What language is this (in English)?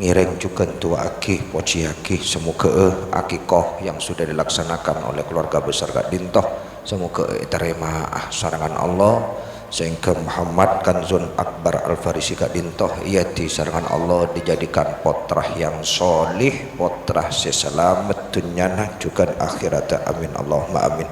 Madurese